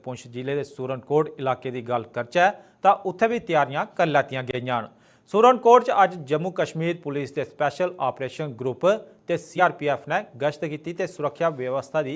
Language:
Dogri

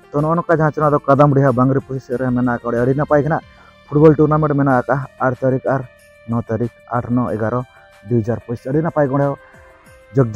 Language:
Santali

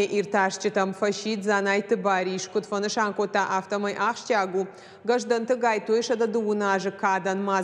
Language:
Ossetic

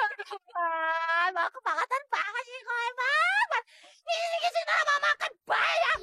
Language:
Betawi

